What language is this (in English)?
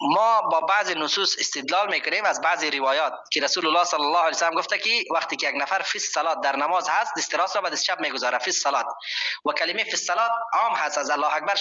Persian